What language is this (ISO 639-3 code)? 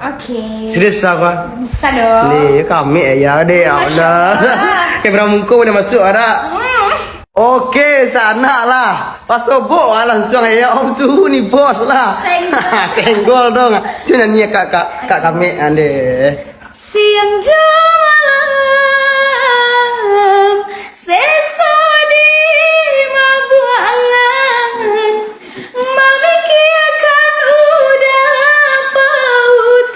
min